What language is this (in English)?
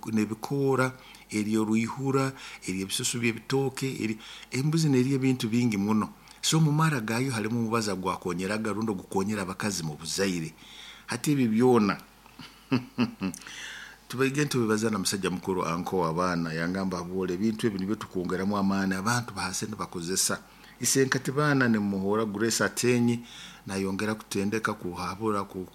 Nyoro